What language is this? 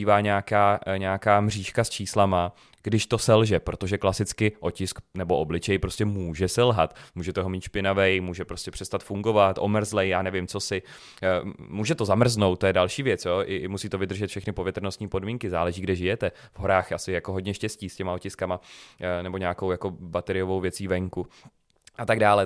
Czech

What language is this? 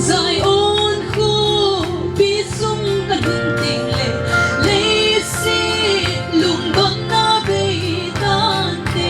Paite Chin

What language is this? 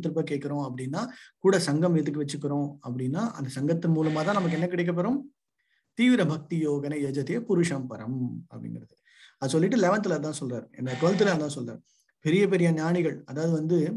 Tamil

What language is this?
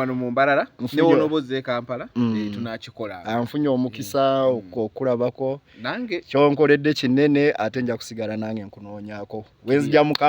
Ganda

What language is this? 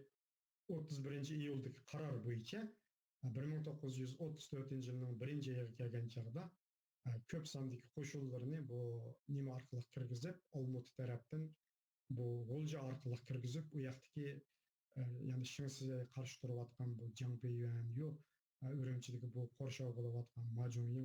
Uyghur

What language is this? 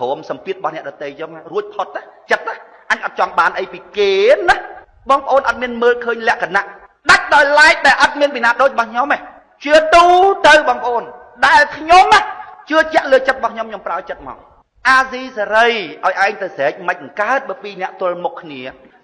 Khmer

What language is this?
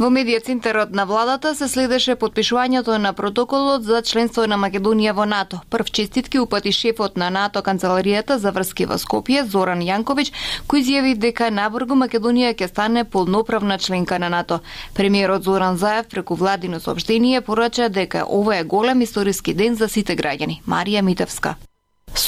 Macedonian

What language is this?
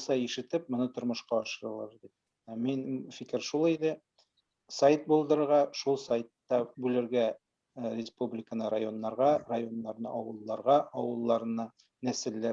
Tatar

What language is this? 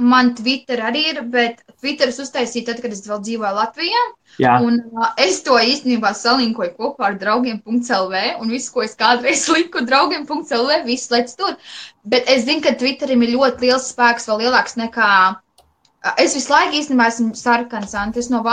Latvian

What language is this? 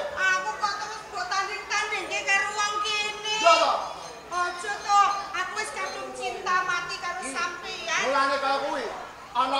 Javanese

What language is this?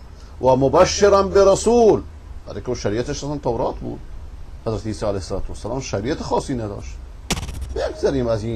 Persian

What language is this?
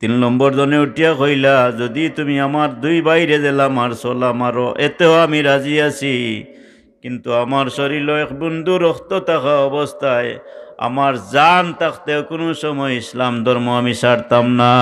Sylheti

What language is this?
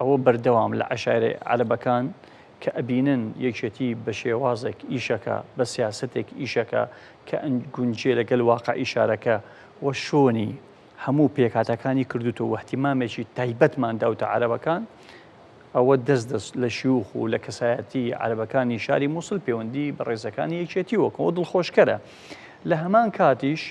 Central Kurdish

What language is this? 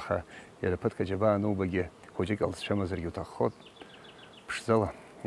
Abkhazian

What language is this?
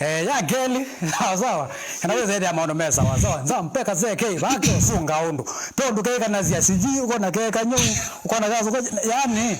Kamba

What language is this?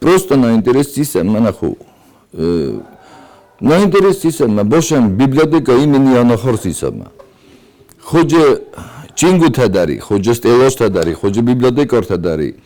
Ossetic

